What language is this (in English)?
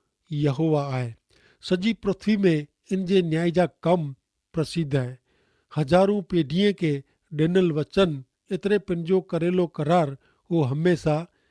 Kachhi